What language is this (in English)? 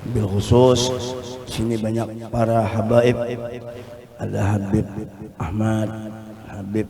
Banjar